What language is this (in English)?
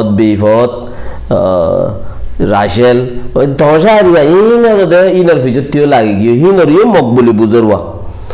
Rohingya